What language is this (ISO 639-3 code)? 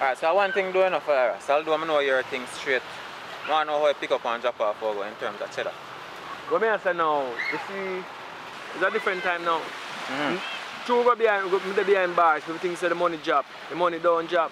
jam